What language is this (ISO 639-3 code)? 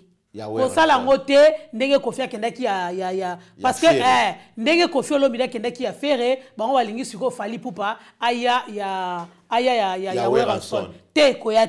lin